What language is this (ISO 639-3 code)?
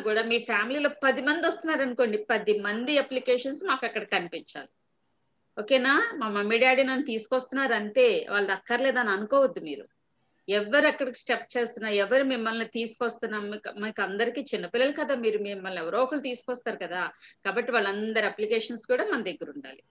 tel